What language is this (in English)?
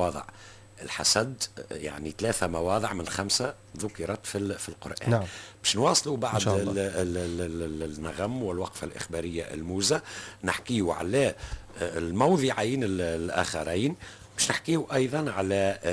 Tunisian Arabic